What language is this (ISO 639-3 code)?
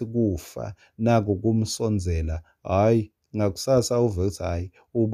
ssw